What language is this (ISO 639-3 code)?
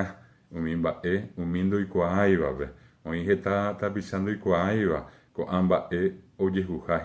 grn